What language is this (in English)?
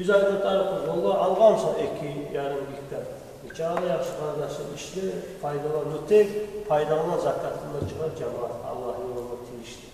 Kumyk